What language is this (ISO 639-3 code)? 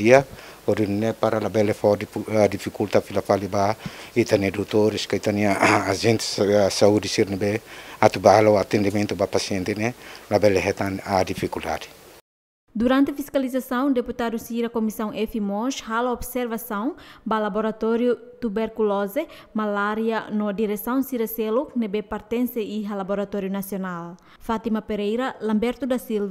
tet